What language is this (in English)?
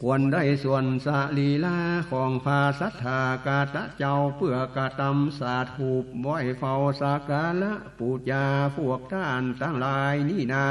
Northern Thai